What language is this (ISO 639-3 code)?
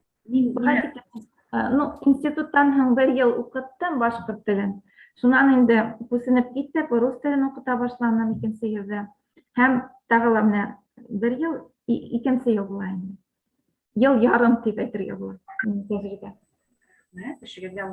bak